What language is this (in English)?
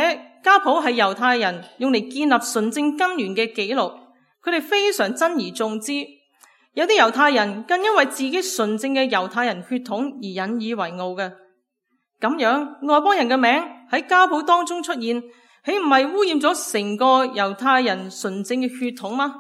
Cantonese